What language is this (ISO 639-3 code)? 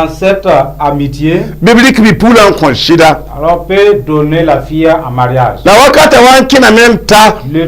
mos